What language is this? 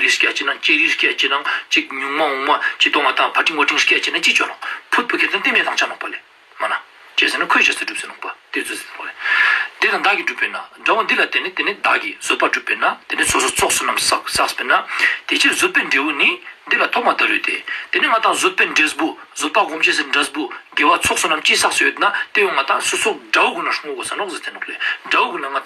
Ladakhi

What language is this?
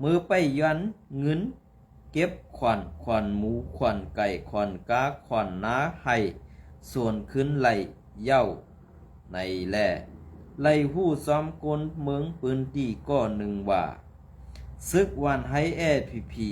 Shan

